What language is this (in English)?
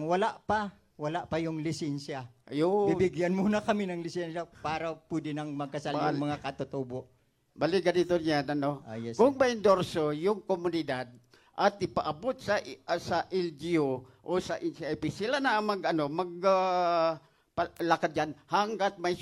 Filipino